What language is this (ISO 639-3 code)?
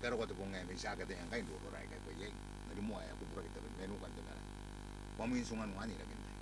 gil